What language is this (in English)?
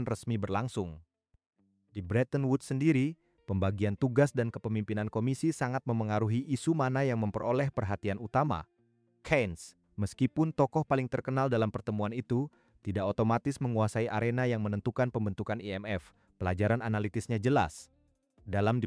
Indonesian